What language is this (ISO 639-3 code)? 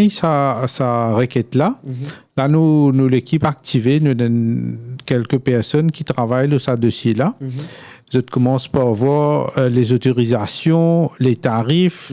mfe